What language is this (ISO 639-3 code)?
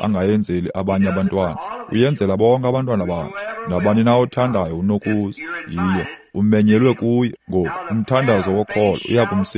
xho